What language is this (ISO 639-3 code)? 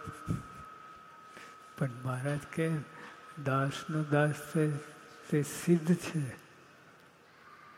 guj